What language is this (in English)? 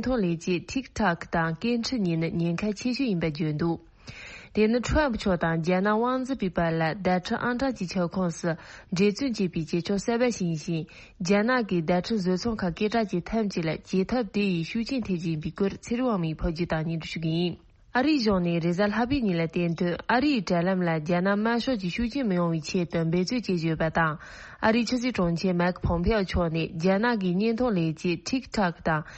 Tibetan